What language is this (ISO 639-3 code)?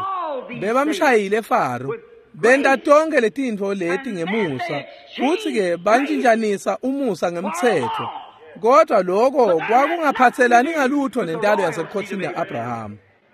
ssw